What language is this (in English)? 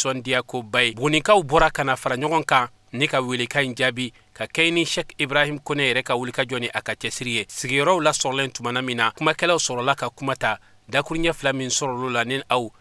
Bambara